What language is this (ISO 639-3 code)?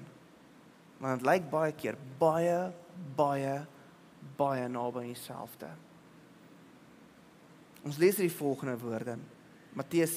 afr